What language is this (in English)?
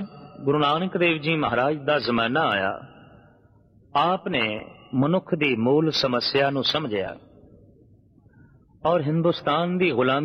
Punjabi